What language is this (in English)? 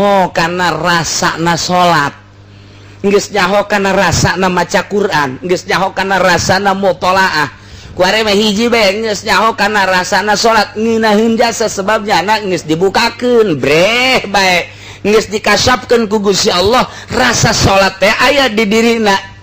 Sundanese